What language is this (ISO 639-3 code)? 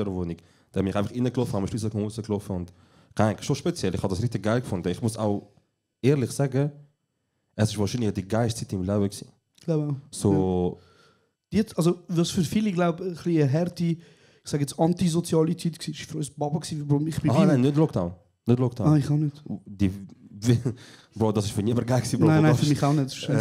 gsw